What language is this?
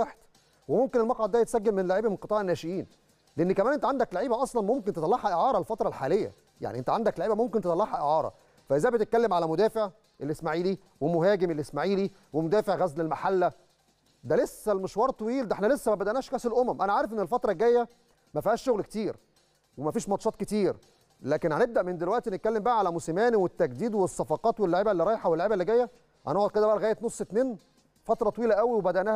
Egyptian Arabic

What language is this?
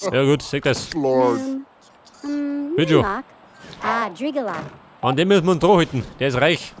Bavarian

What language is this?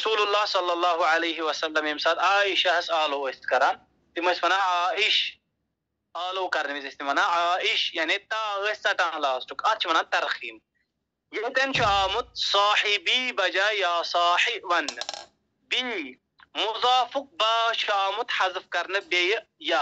Kashmiri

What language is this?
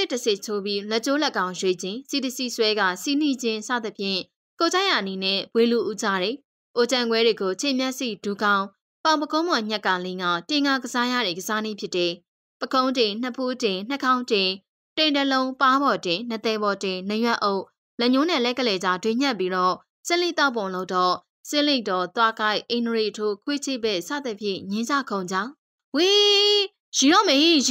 Burmese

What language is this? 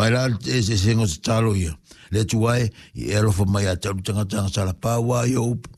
Samoan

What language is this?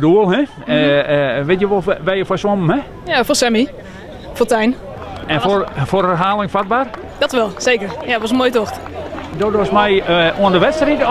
Western Frisian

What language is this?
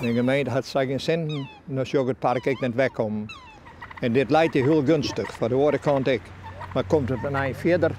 Western Frisian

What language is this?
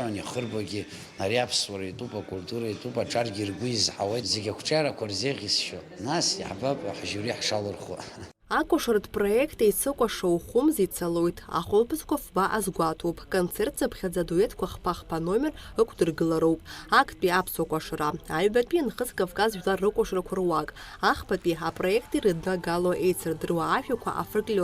Abkhazian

